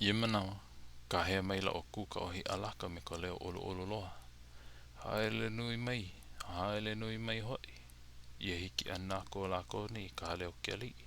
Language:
Hawaiian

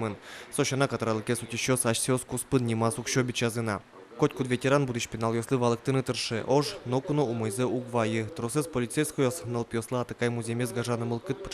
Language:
Udmurt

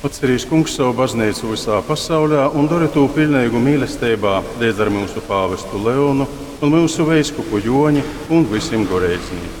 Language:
Latgalian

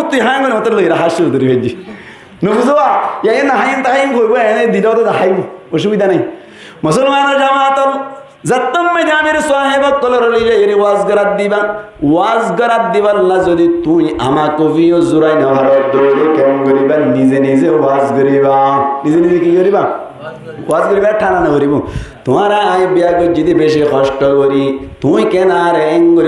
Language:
Rohingya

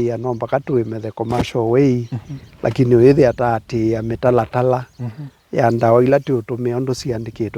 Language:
Kamba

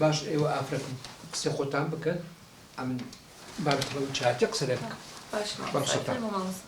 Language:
Central Kurdish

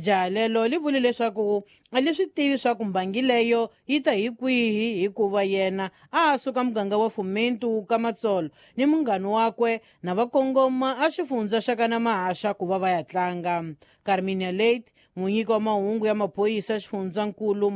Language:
Tsonga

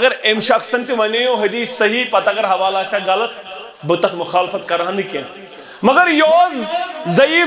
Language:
Kashmiri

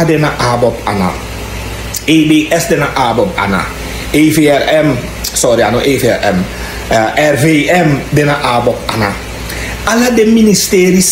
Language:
Sranan Tongo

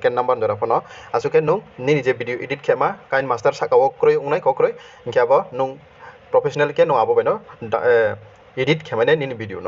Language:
Riang (India)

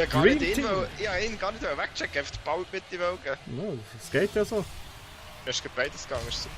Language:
Swiss German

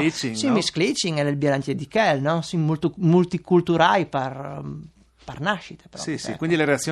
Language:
Friulian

